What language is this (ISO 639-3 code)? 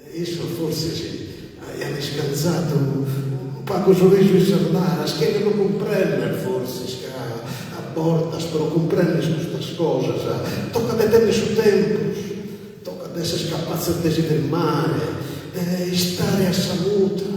srd